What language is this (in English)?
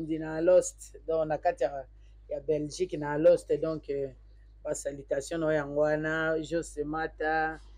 Lingala